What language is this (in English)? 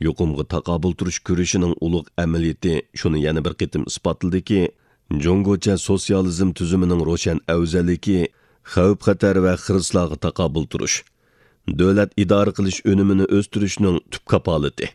Uyghur